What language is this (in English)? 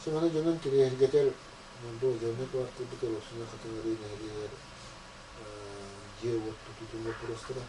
Yakut